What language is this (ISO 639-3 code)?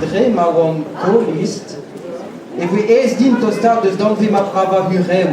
bre